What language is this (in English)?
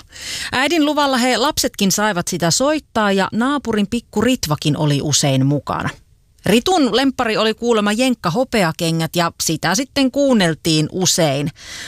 Finnish